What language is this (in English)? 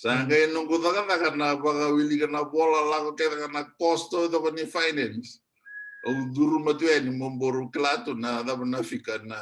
Fijian